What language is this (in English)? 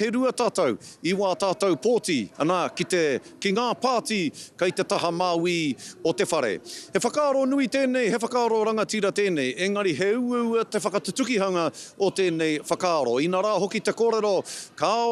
Māori